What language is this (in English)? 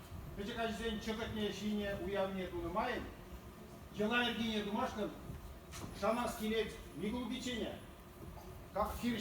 Chuvash